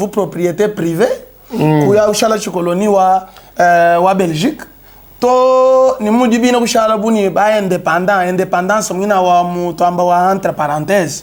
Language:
Luba-Lulua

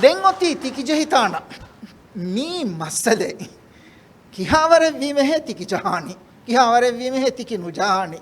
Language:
Divehi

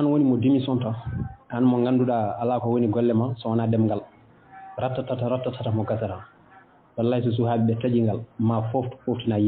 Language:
Fula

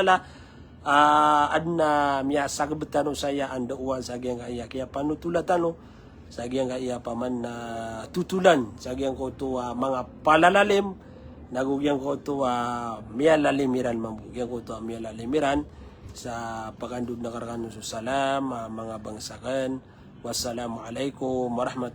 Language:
Maranao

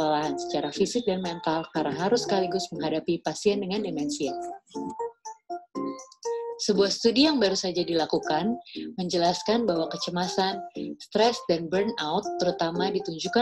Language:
Indonesian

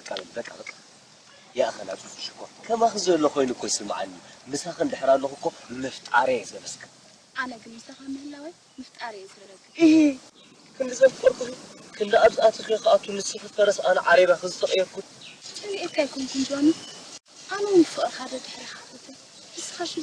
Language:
Tigrinya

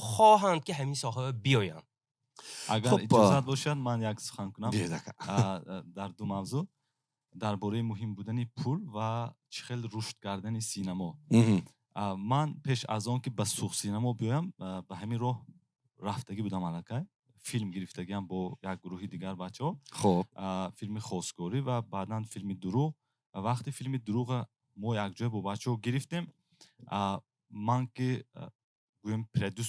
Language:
Tajik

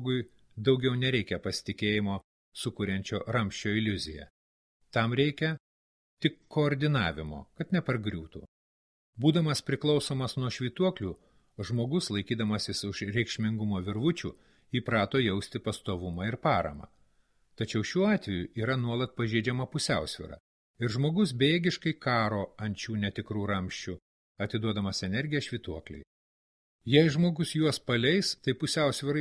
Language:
Lithuanian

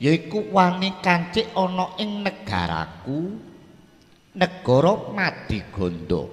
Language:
Javanese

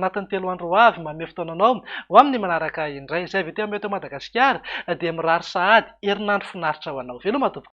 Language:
Malagasy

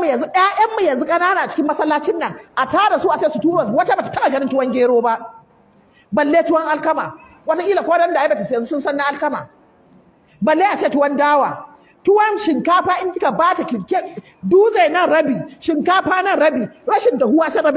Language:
Hausa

